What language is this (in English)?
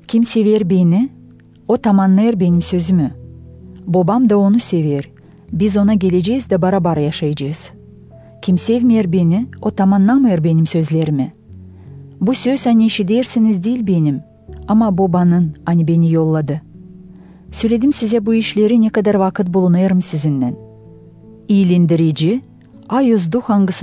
Gagauz